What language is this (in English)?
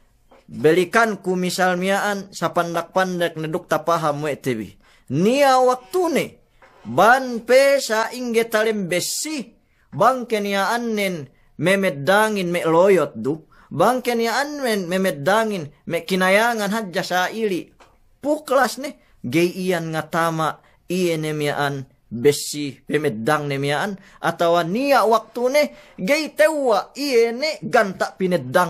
Yakan